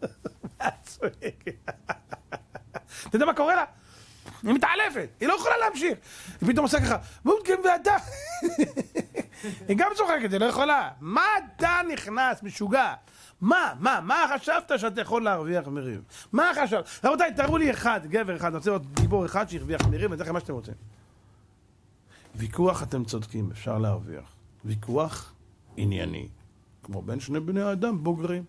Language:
Hebrew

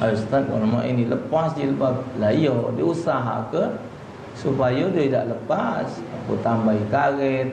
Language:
Musi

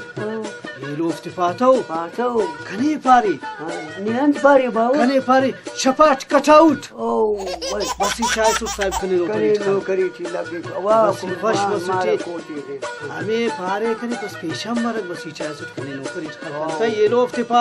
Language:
Brahui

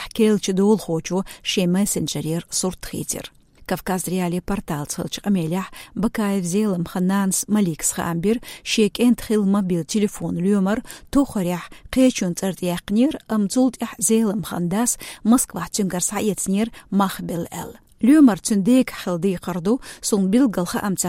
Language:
Chechen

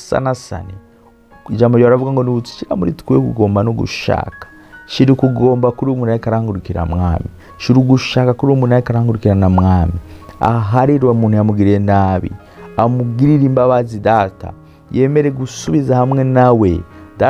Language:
Rundi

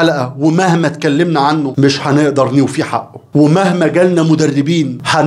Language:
Egyptian Arabic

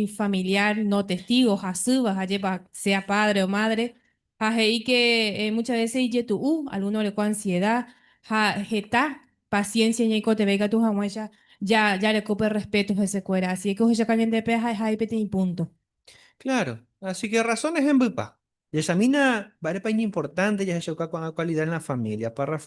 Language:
Guarani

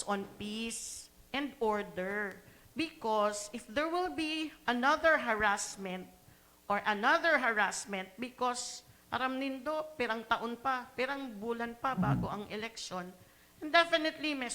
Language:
Bikol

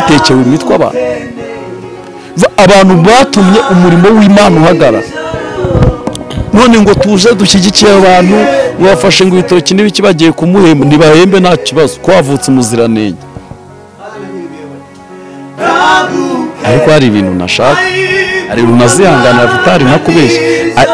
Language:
Kinyarwanda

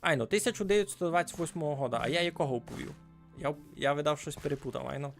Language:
Rusyn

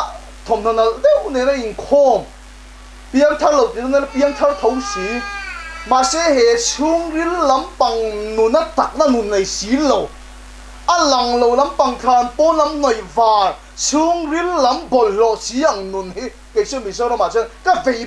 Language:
Mizo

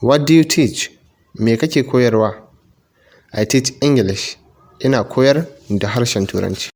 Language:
Hausa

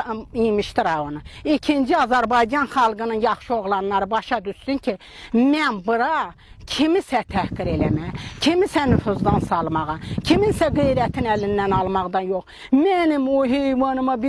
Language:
Azerbaijani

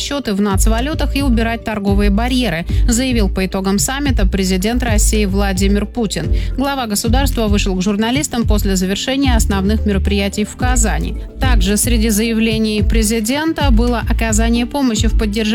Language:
Russian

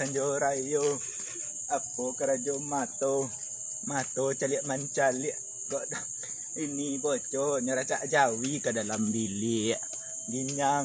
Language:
Minangkabau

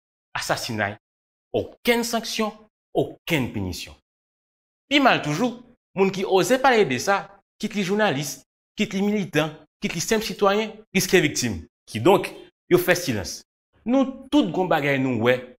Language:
Haitian Creole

